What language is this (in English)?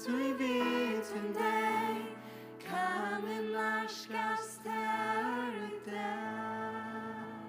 Faroese